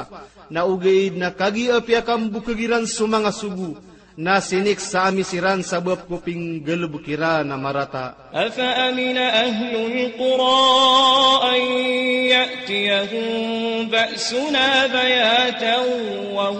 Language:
Maranao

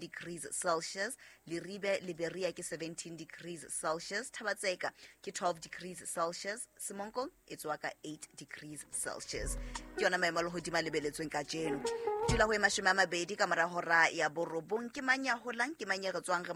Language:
Southern Sotho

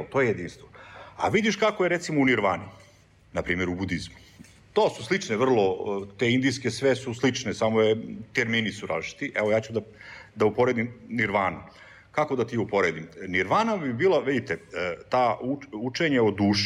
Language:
Serbian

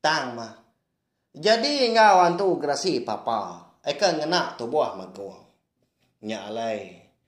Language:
Iban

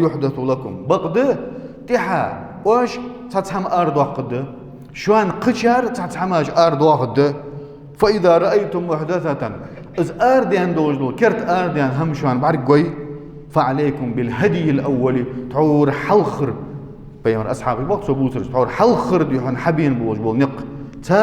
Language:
Ingush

